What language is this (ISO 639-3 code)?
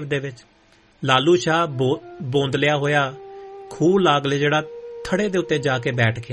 pan